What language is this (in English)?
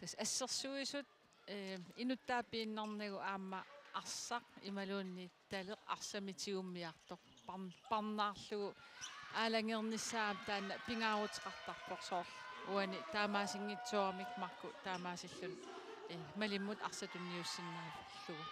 Kalaallisut